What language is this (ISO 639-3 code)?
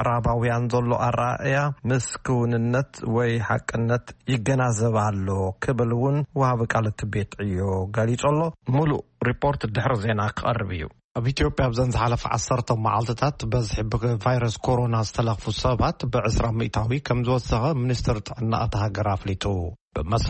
tir